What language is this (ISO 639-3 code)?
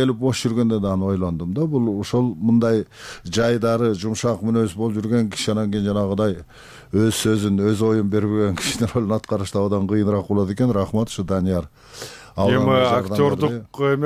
kir